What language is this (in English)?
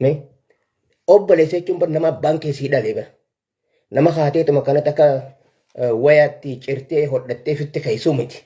Oromo